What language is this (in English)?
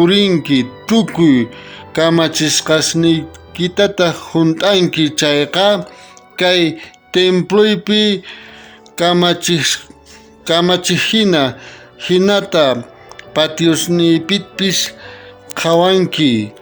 South Bolivian Quechua